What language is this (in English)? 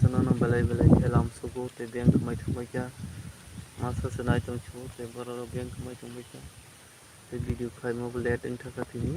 Kok Borok